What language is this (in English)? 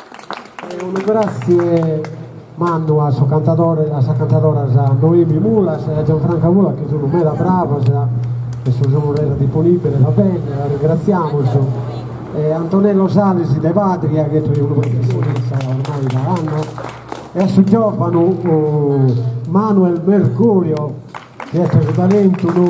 Sardinian